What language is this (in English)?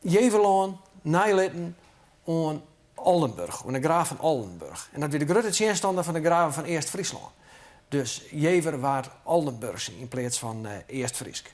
Western Frisian